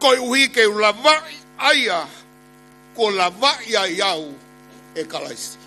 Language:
Tongan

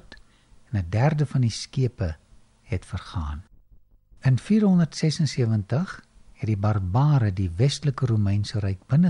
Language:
Afrikaans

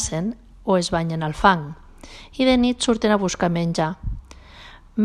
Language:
Catalan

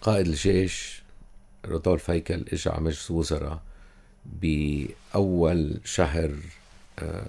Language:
North Levantine Arabic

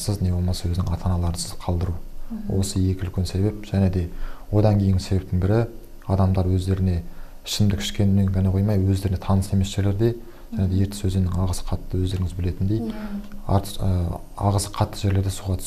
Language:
Kazakh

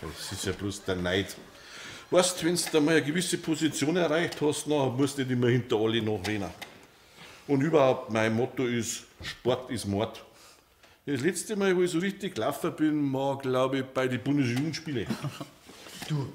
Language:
Bavarian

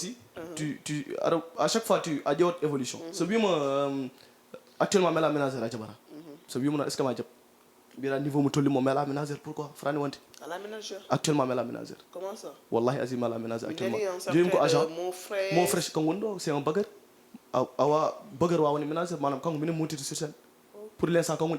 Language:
Fula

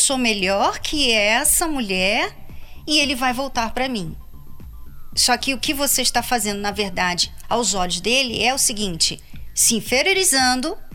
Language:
Portuguese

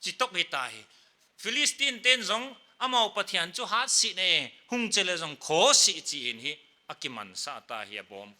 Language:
Paite Chin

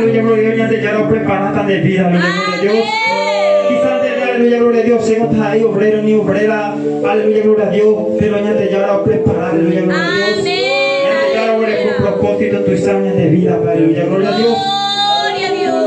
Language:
Guarani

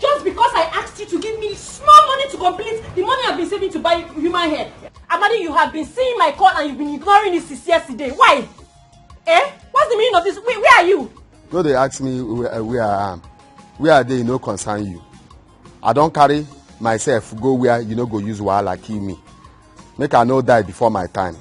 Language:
Nigerian Pidgin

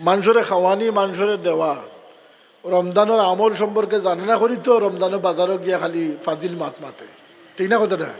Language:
Sylheti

